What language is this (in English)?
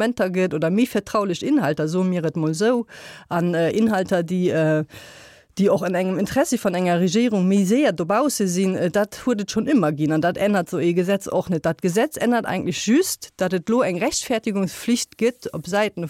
Luxembourgish